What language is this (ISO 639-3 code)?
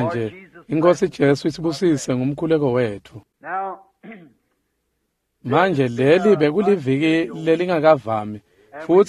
ssw